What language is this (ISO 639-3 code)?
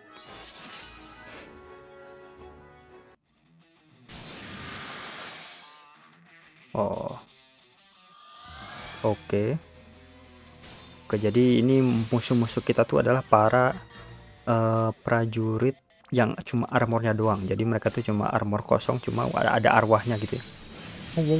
ind